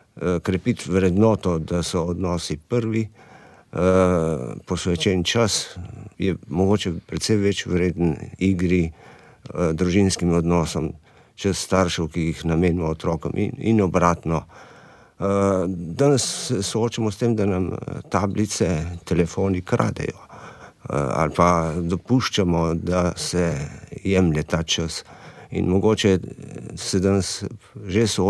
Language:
Slovenian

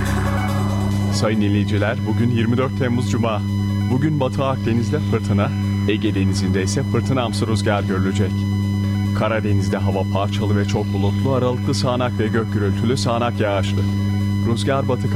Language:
Turkish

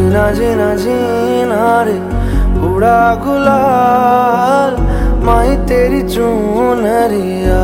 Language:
Hindi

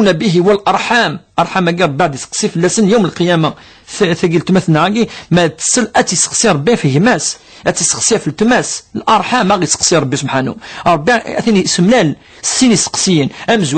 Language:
Kabyle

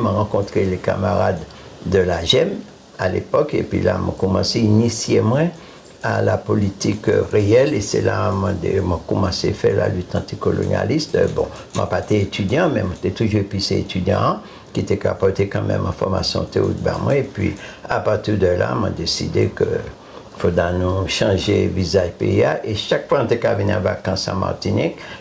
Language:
Guadeloupean Creole French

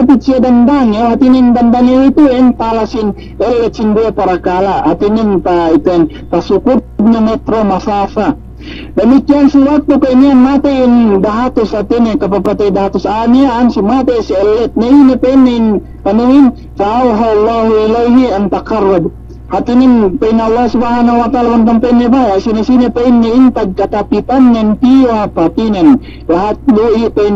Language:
Yakan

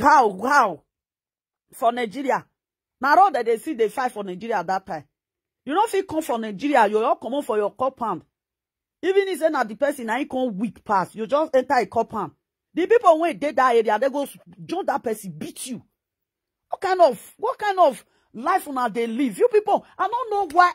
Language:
Nigerian Pidgin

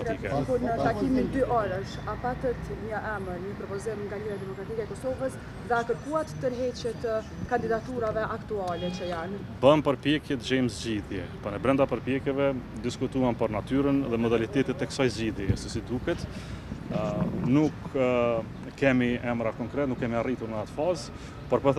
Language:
Albanian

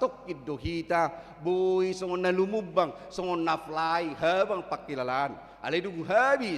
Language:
Batak Toba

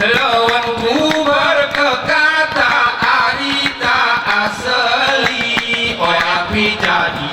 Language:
Gayo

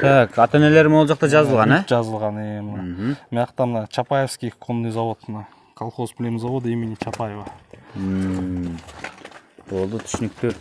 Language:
Kyrgyz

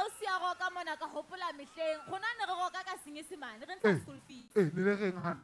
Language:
Southern Sotho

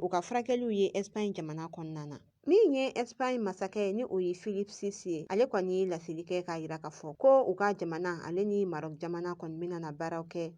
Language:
Bambara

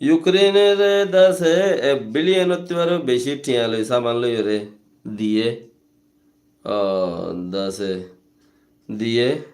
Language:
Rohingya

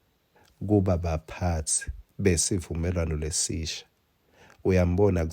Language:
Swati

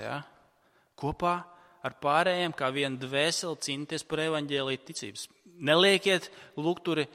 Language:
Latvian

